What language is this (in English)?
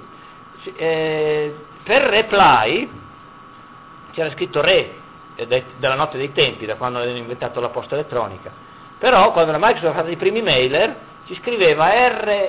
Italian